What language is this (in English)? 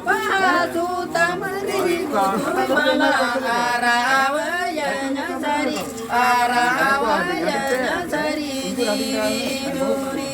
Santali